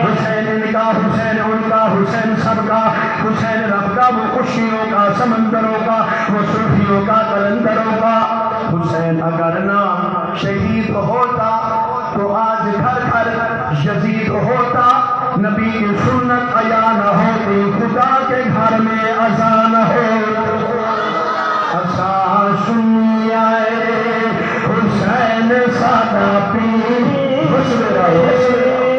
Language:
Saraiki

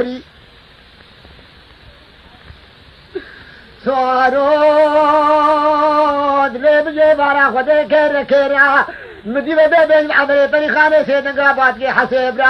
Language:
Kurdish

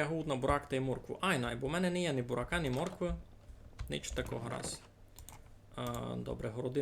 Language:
Rusyn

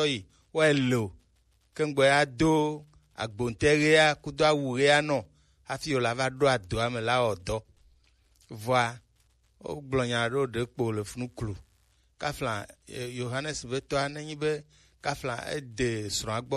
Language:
Gen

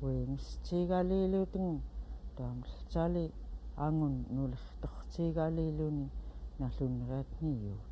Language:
Central Yupik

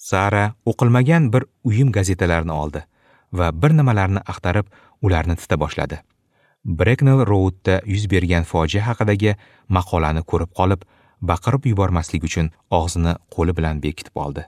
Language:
Uzbek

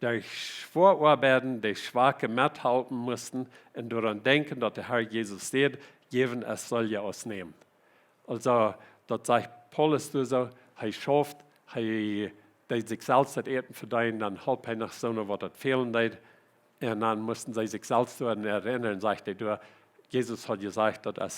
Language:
Plautdietsch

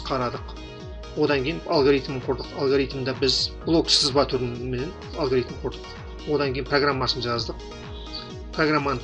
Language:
Kazakh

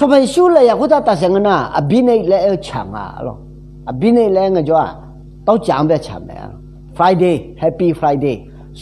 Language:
Akha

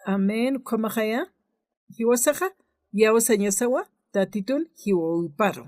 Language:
Aymara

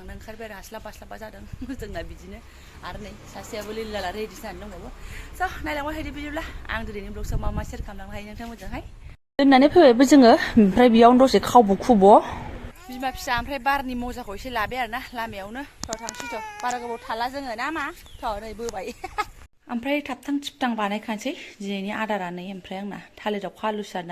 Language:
Bodo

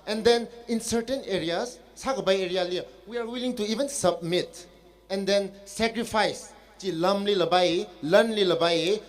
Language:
Tangkhul Naga (India)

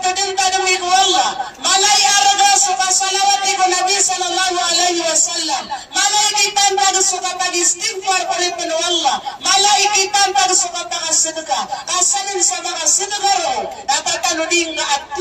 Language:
Maranao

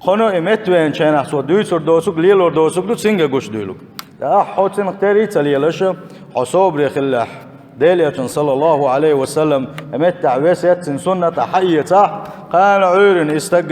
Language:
Chechen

